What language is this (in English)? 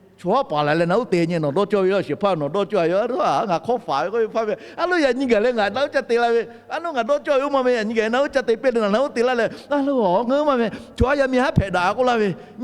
Lahu